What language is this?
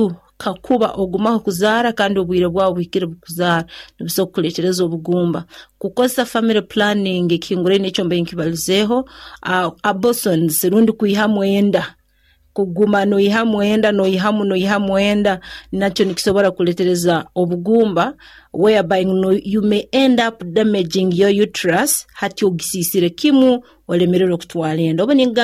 Nyoro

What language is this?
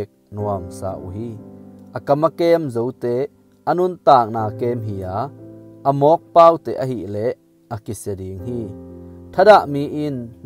Tedim Chin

